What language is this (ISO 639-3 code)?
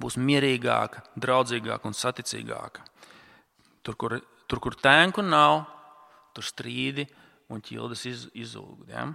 lav